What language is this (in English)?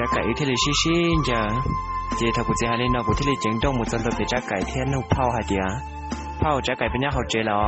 Hmong